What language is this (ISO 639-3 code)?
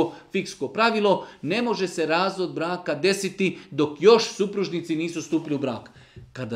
hrv